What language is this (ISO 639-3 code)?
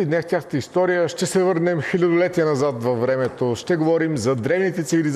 bul